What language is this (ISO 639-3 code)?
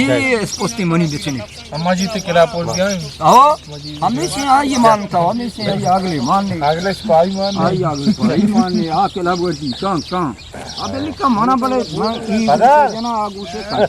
bgp